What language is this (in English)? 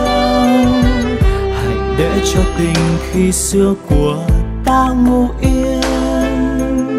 Vietnamese